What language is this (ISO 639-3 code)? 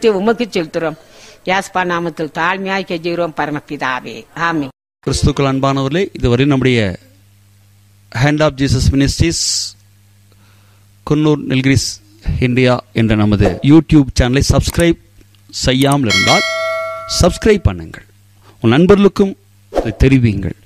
tam